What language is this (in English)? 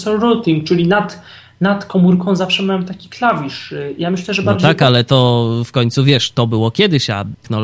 Polish